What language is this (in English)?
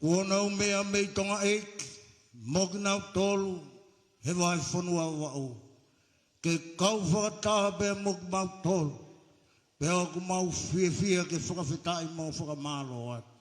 Tongan